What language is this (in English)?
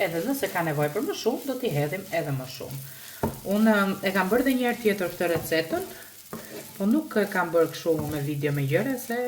Albanian